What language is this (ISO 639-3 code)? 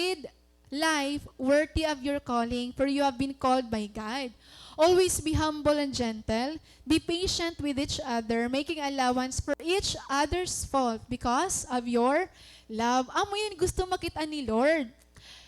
war